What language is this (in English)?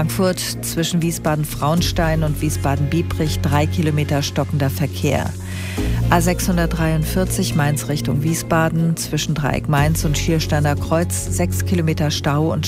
German